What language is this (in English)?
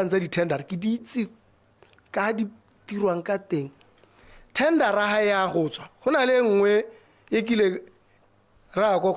Tswana